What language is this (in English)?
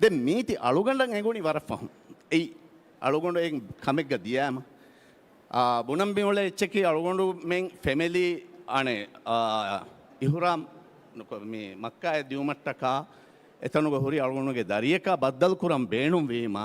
Divehi